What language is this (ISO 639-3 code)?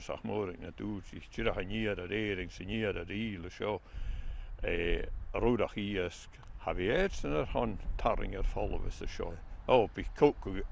gla